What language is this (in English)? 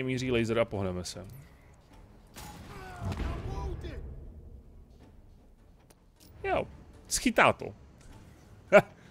Czech